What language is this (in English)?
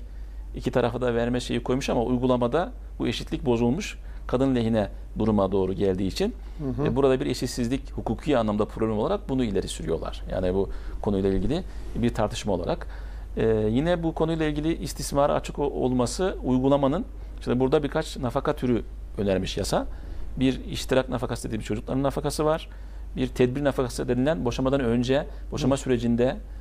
Turkish